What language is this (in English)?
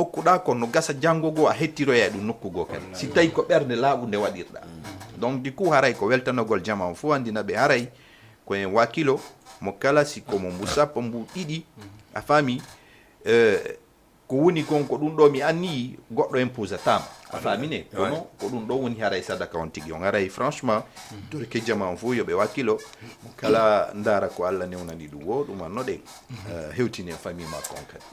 Fula